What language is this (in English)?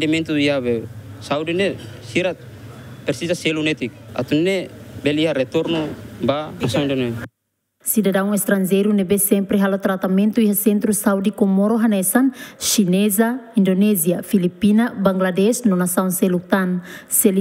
Tetum